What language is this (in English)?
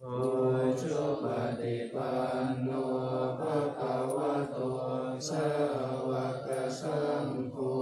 Pali